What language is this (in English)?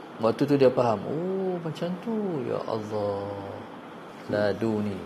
Malay